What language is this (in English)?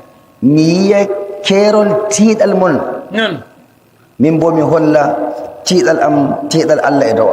Nigerian Fulfulde